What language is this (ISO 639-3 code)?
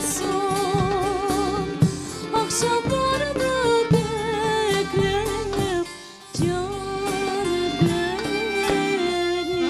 crh